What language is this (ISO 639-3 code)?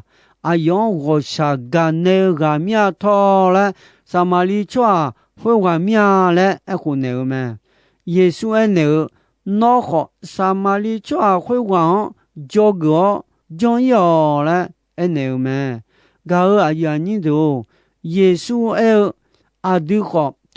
ahk